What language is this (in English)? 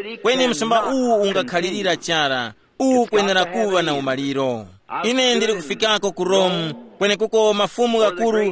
Tumbuka